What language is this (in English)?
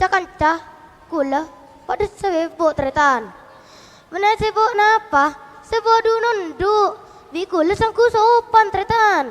Madurese